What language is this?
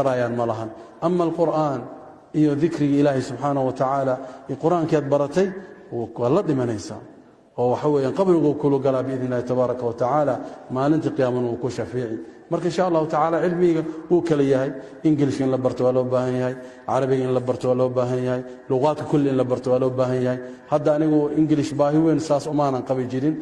Somali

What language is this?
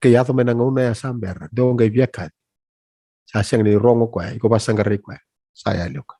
Fijian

